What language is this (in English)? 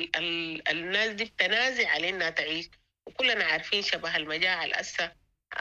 Sudanese Arabic